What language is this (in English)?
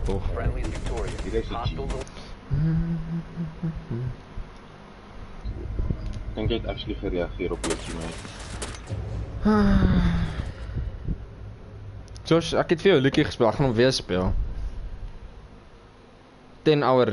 Afrikaans